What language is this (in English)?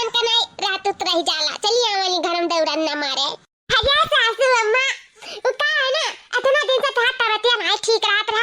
Awadhi